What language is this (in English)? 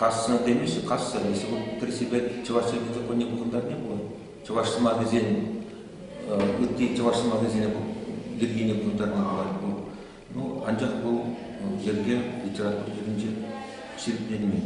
Chuvash